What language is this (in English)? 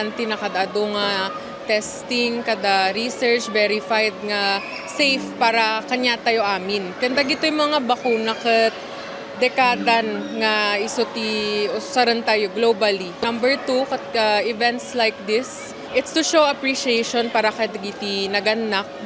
Iloko